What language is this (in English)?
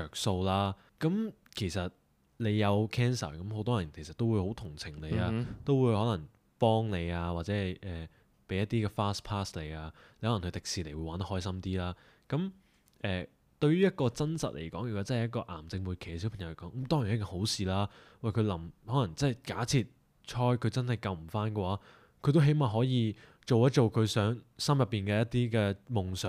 Cantonese